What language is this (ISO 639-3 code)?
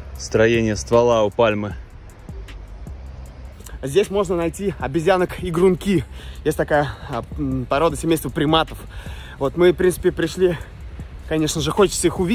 rus